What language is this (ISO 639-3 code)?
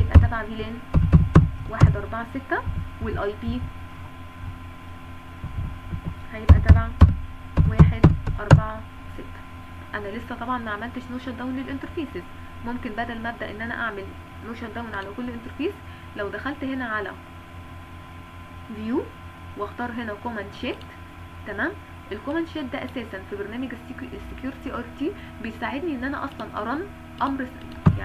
arz